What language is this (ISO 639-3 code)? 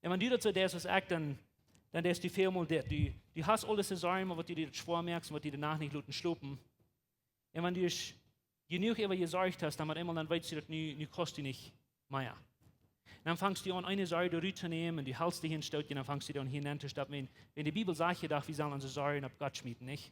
pdt